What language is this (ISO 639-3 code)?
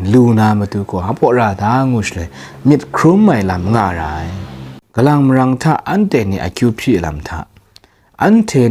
kac